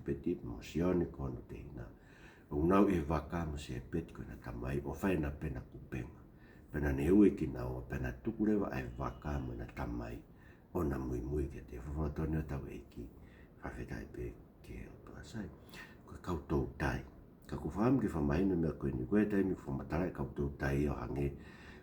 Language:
Tongan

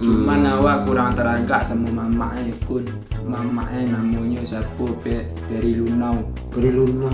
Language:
Minangkabau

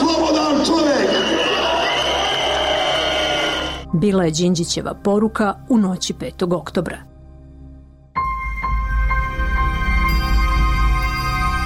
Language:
Serbian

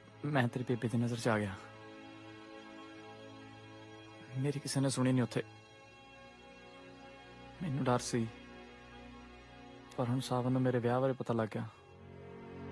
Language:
Punjabi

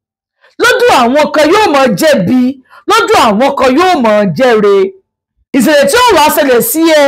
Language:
Yoruba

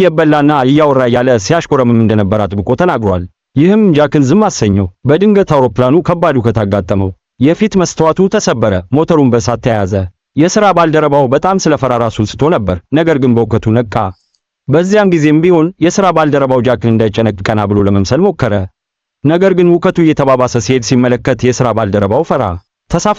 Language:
Amharic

